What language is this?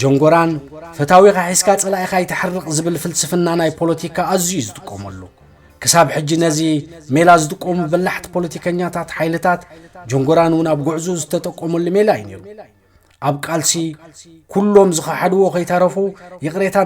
Tigrinya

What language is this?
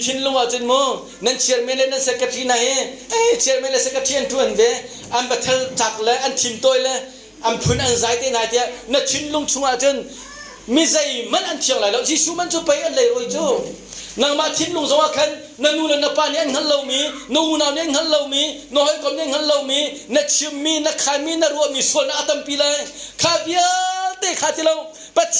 Hakha Chin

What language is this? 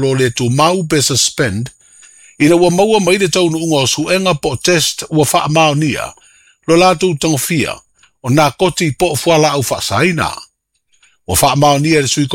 Samoan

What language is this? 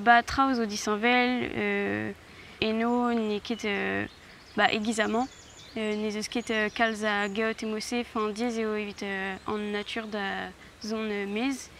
Breton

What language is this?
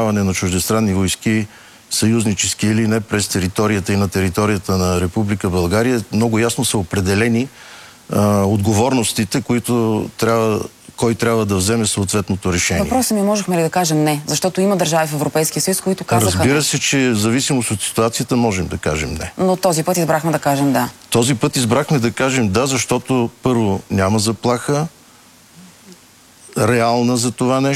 Bulgarian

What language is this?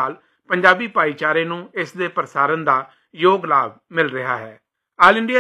Punjabi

